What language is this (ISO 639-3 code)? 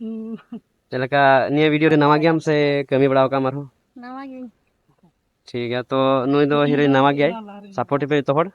sat